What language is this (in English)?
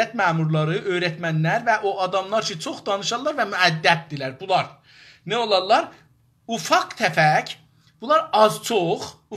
South Azerbaijani